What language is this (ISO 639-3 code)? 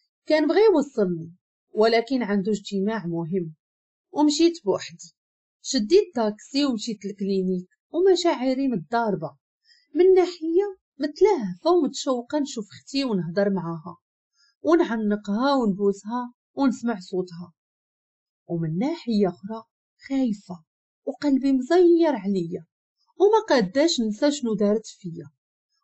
ary